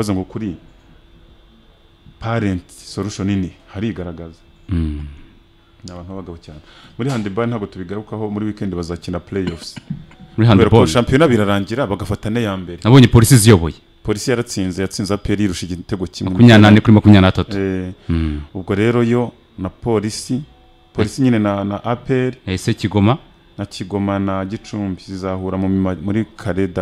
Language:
Kinyarwanda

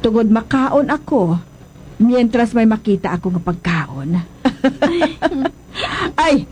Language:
Hiligaynon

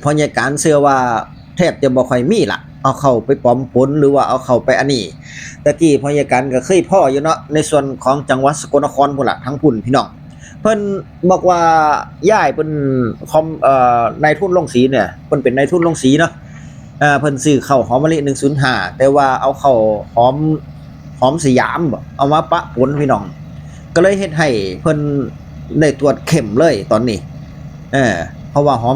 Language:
Northeastern Thai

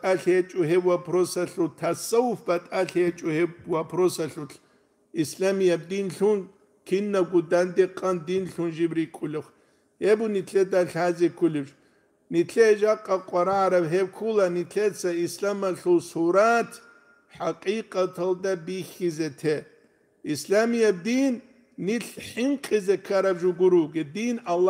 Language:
Avaric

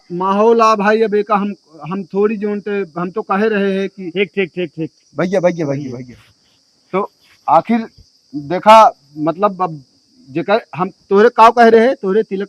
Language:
Awadhi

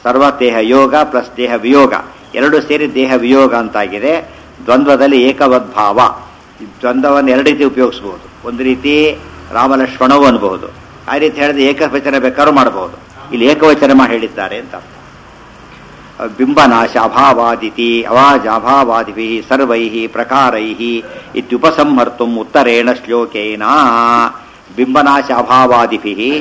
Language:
Kannada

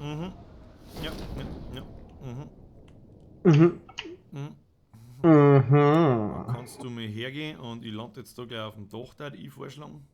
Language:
Bavarian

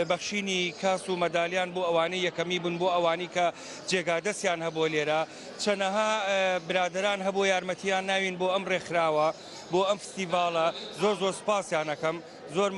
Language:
Central Kurdish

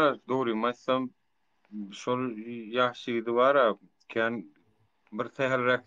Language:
Turkmen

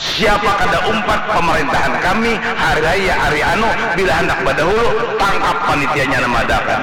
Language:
Banjar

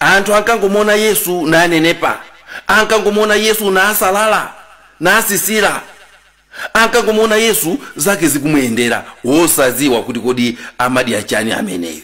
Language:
Nyanja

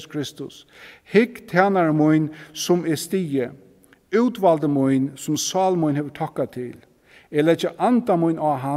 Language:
Faroese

